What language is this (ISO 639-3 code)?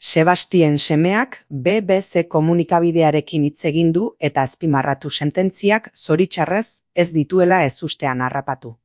eus